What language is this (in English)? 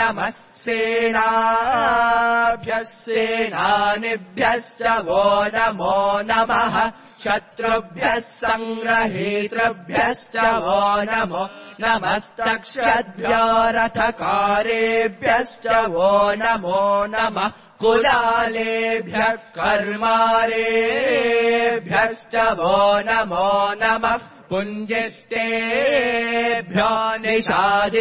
Sanskrit